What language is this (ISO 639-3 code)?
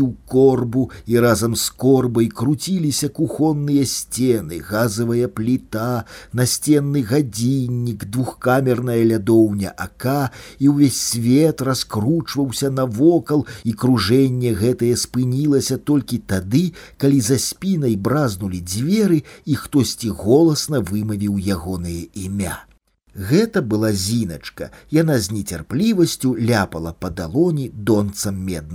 bel